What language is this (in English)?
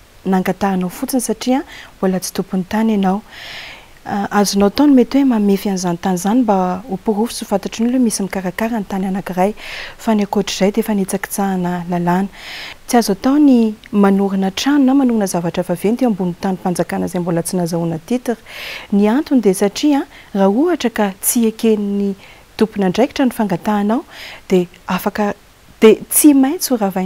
Malagasy